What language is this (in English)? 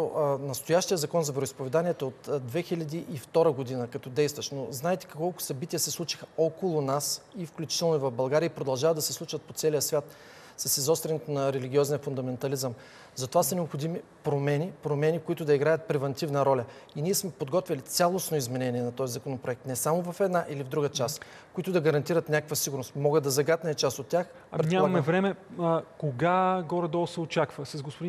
Bulgarian